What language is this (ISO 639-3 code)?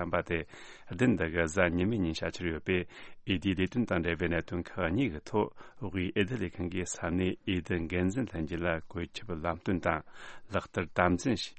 bod